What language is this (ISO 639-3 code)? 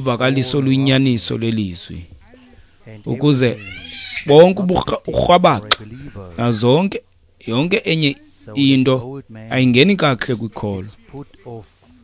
xho